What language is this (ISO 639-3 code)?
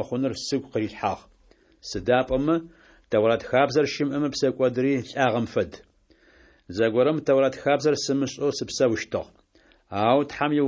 kbd